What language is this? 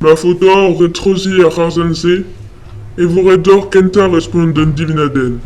Breton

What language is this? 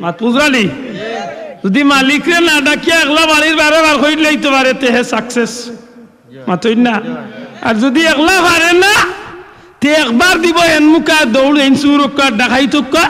Sylheti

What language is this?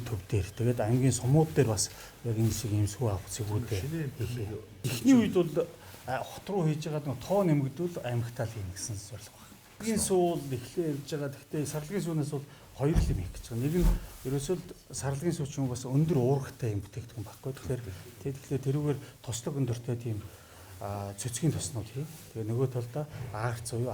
Mongolian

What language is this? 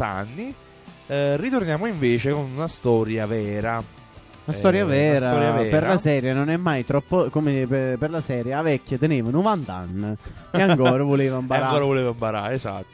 Italian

